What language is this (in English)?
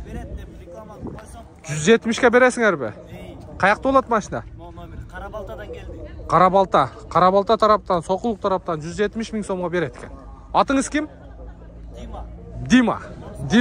Kyrgyz